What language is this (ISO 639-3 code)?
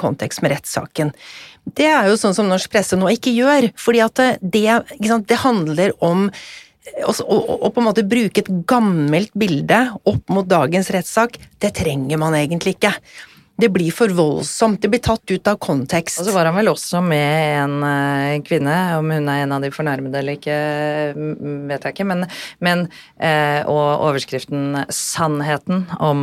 nor